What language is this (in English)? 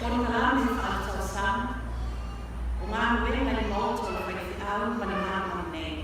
Samoan